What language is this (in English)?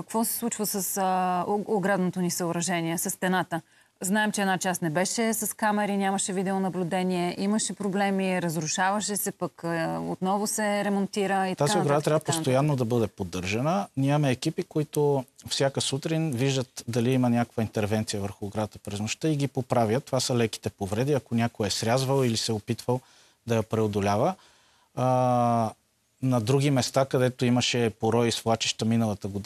Bulgarian